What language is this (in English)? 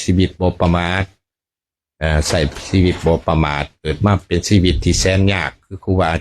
Lao